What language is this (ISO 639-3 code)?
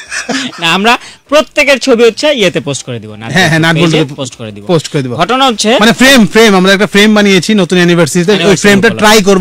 ben